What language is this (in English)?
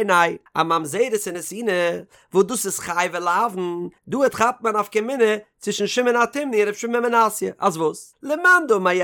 Yiddish